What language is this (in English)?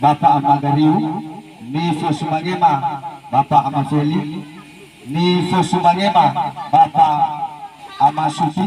Nias